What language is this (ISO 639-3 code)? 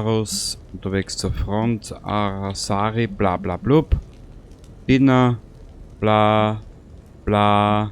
bar